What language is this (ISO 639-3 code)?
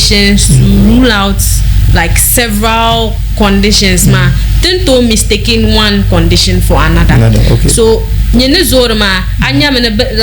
dag